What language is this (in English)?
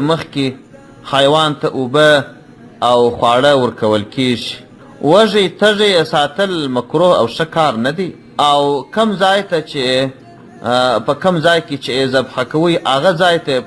Pashto